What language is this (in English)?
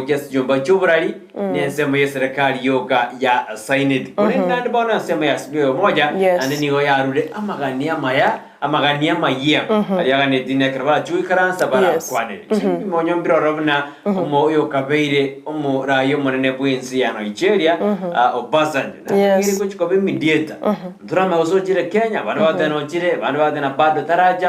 Gusii